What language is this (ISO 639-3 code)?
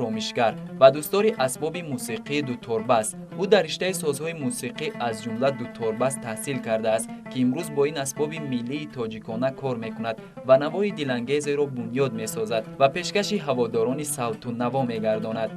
tgk